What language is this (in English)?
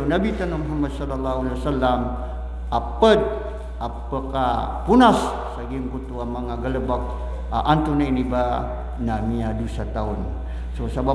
Maranao